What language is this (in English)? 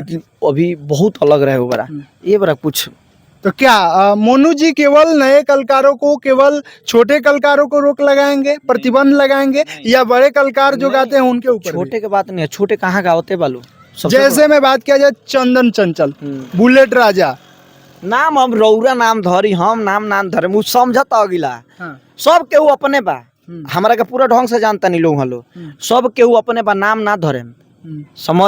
Bhojpuri